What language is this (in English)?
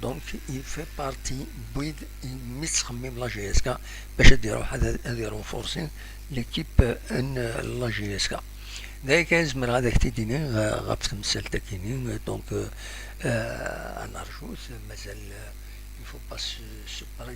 Kabyle